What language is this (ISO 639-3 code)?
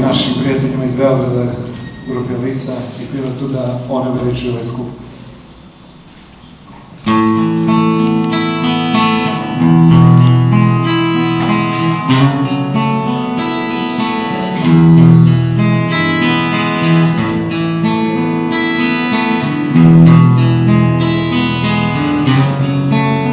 srp